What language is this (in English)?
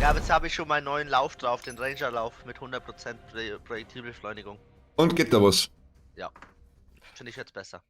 Bavarian